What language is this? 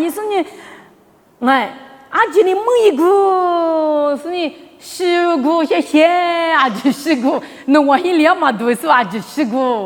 Lisu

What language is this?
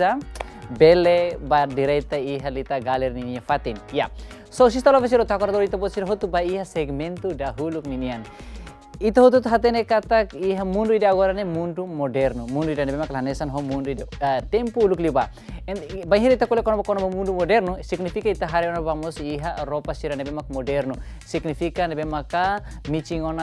Tetum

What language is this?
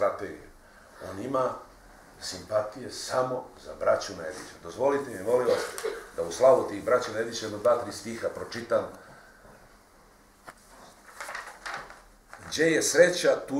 Serbian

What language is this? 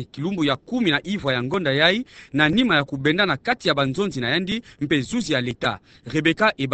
Kituba (Democratic Republic of Congo)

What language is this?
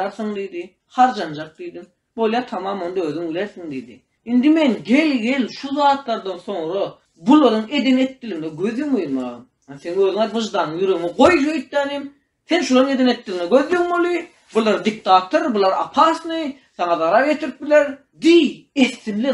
Turkmen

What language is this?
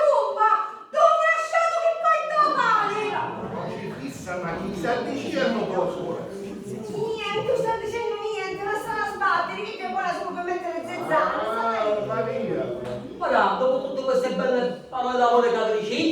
Sicilian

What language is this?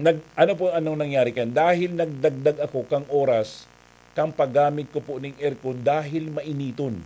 Bikol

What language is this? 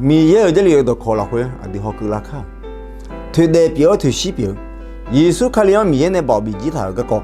Akha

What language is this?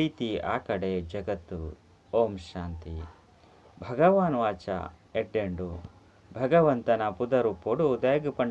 Tulu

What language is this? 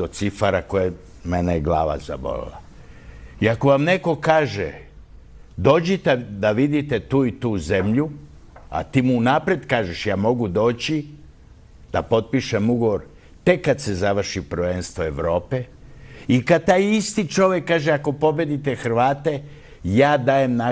Serbian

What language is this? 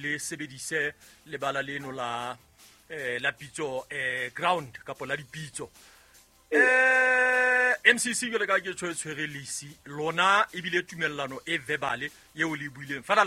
Southern Sotho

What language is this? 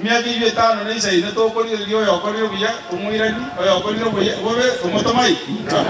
Gusii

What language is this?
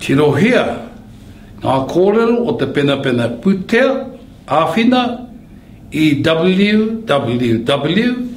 Māori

